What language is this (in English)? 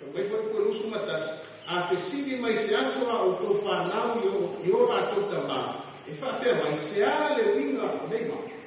Samoan